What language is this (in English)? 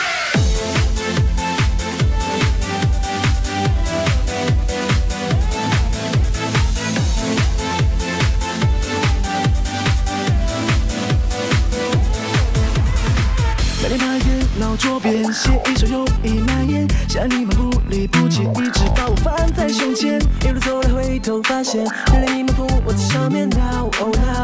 Chinese